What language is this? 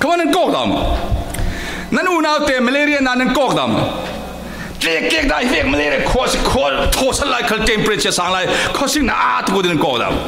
Falam Chin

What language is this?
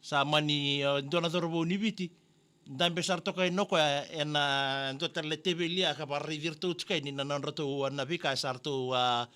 Fijian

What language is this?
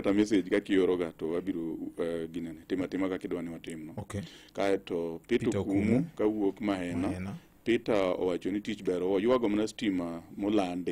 Luo (Kenya and Tanzania)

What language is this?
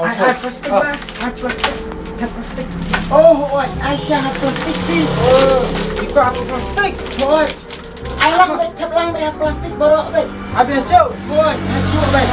Khasi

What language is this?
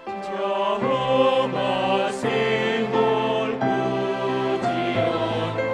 Batak Simalungun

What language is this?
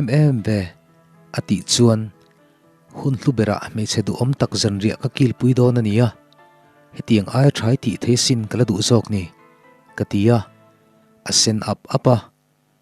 Mizo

